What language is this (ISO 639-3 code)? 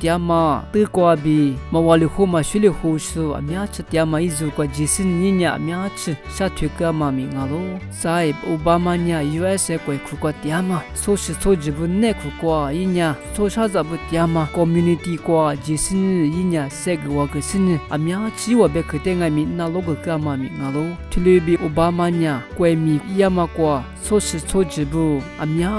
lis